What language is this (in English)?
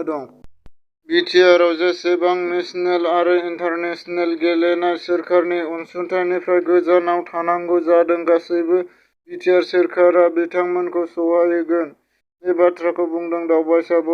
Bodo